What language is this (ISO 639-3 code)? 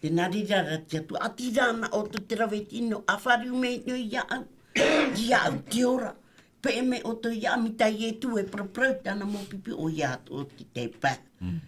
tah